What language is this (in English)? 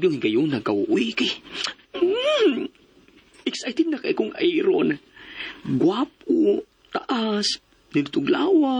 Cebuano